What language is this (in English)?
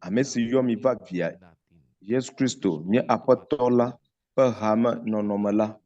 Ewe